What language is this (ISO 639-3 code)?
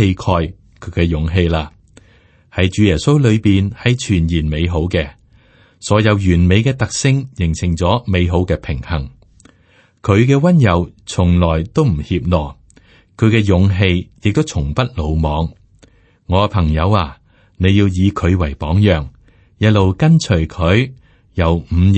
yue